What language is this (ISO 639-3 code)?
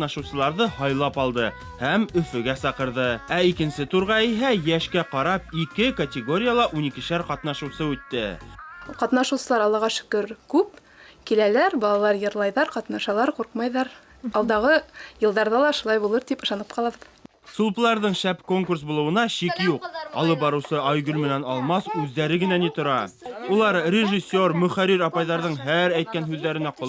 bak